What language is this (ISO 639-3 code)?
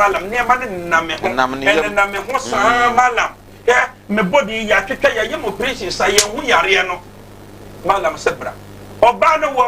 aka